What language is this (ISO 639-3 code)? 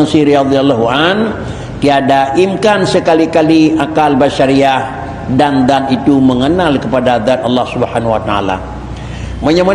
ace